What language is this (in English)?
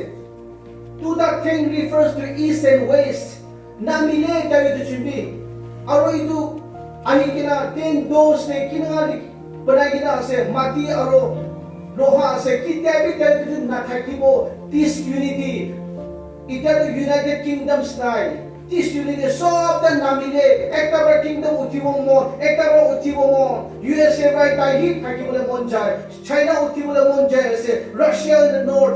Naga Pidgin